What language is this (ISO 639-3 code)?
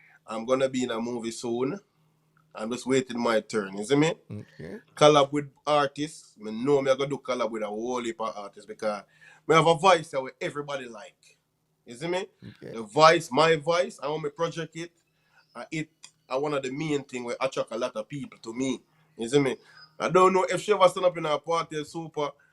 jam